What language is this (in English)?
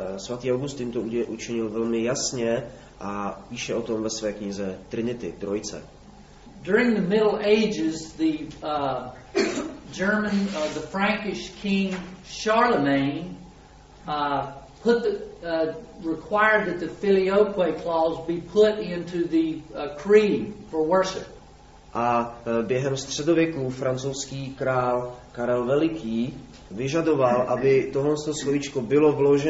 Czech